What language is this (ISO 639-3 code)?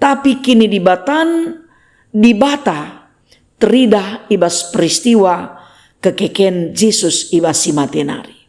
btx